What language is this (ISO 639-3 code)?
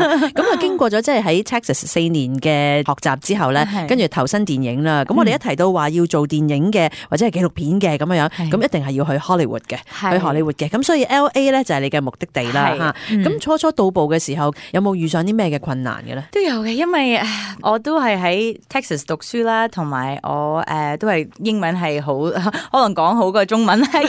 yue